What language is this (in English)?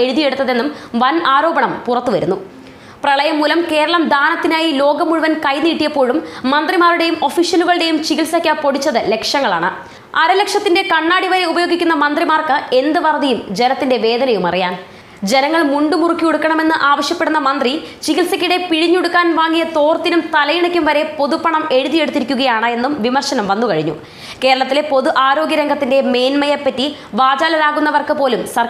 Malayalam